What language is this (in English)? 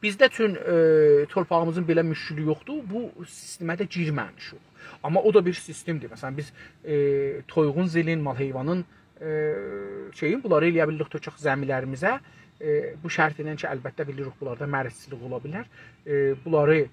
South Azerbaijani